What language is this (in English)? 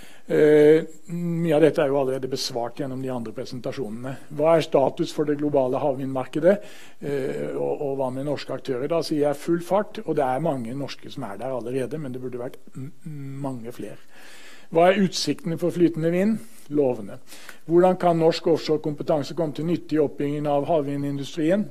Norwegian